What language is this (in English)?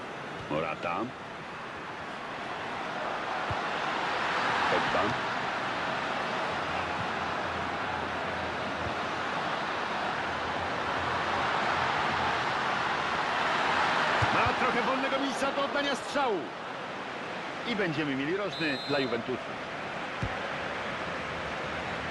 Polish